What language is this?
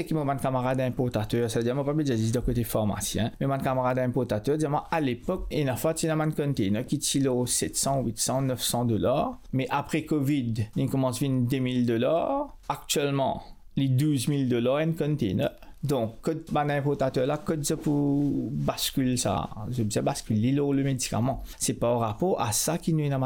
Morisyen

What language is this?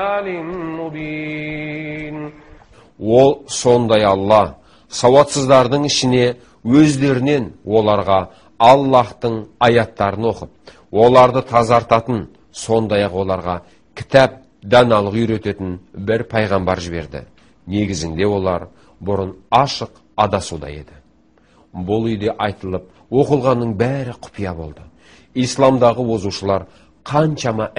Kazakh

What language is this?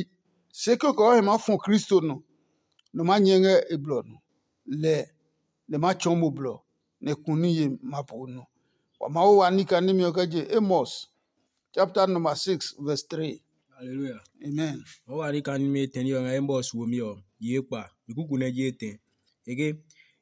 Adangme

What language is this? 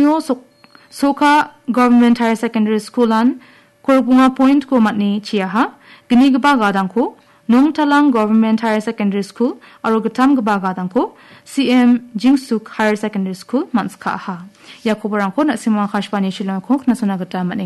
Garo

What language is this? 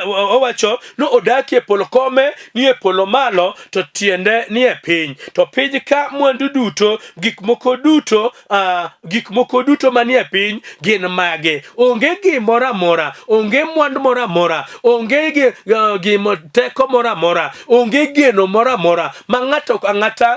Luo (Kenya and Tanzania)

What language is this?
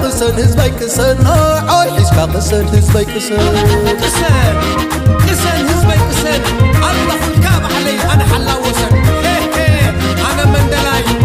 Tigrinya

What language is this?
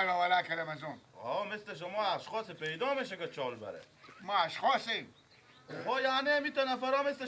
Persian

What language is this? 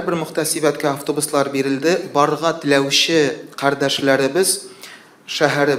Tatar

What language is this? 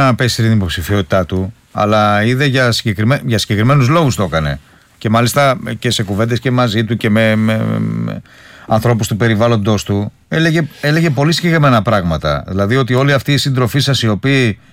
Greek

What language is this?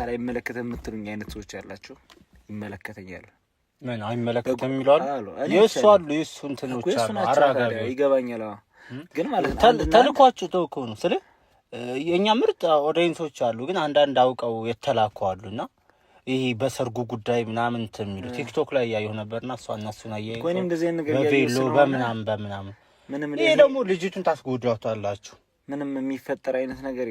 Amharic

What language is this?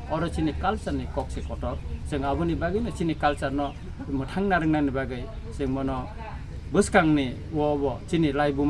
Kok Borok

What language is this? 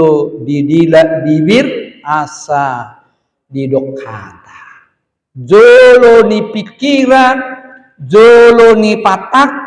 Batak Toba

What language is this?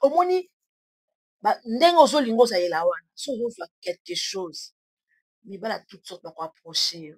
Lingala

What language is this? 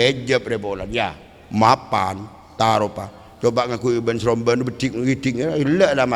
Madurese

